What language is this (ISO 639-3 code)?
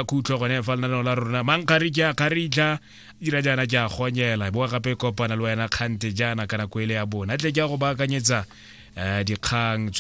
tsn